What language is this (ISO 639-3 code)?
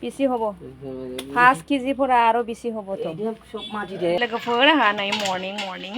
brx